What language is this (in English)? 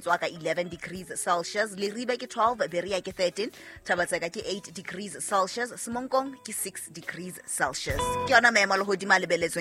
Southern Sotho